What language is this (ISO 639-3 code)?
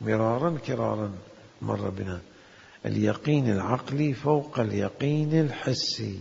acm